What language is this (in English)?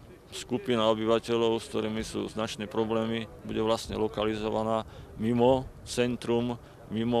Slovak